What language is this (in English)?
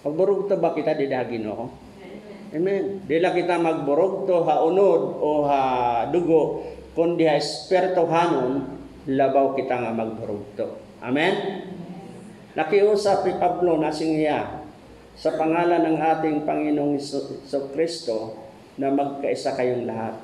Waray